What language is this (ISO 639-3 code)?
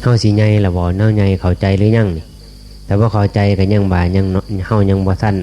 tts